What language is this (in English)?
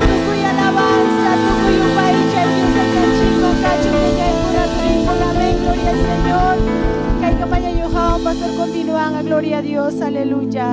Ayacucho Quechua